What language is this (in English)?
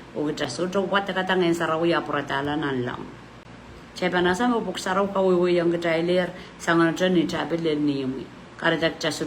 Pohnpeian